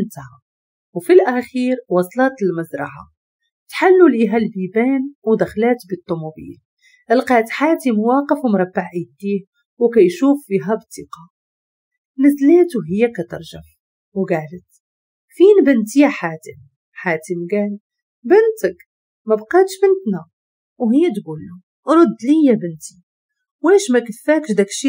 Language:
Moroccan Arabic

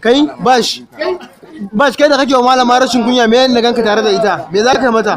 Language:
Hausa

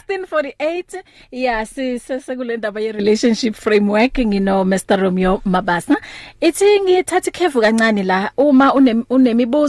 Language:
English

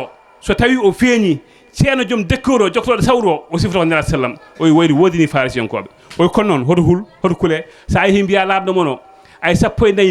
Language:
Fula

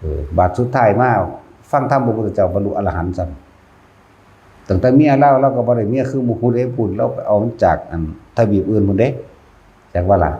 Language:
Northeastern Thai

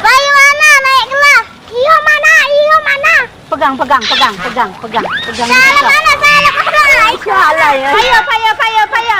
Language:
Musi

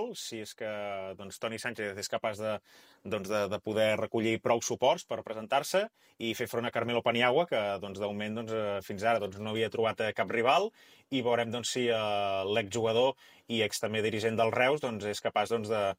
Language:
Catalan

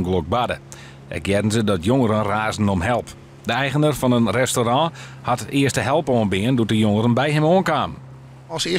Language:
Western Frisian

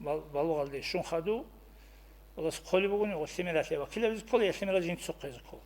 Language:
Avaric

